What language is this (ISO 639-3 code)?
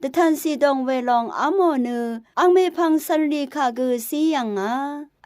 raw